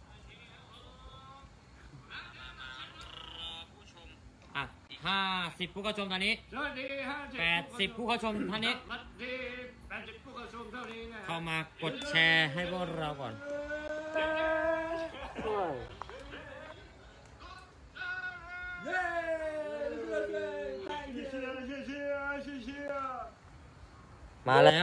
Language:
Thai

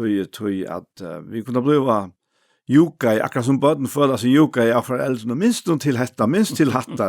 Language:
Faroese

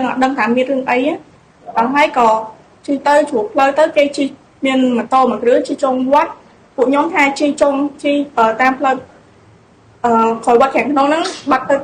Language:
Khmer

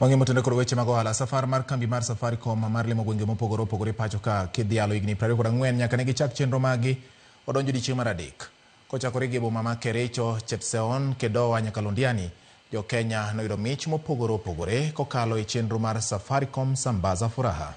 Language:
Luo (Kenya and Tanzania)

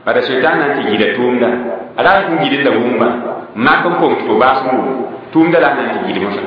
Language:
Mossi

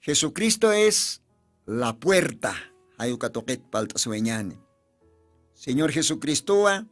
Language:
Aymara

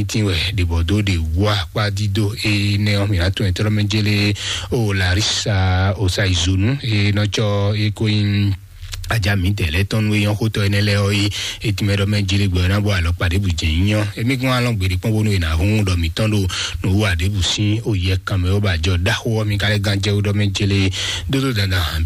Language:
Fon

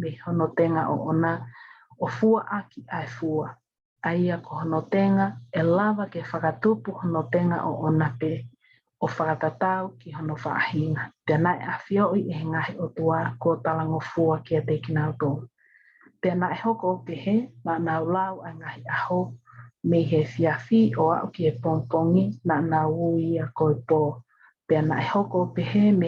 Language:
Tongan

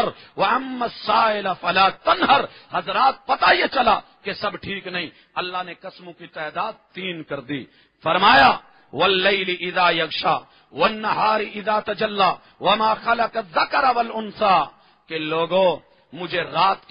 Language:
Urdu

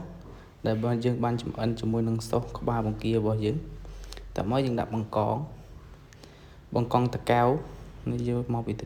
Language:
Khmer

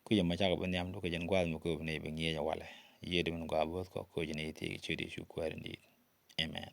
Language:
Nuer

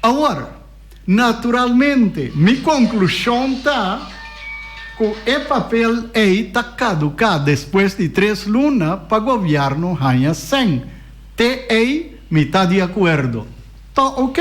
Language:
Papiamento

